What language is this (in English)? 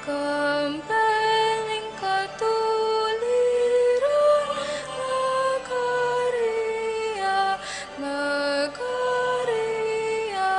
Pampanga